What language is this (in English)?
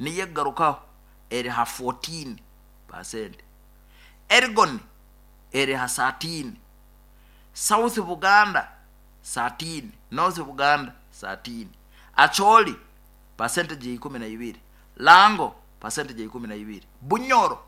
Nyoro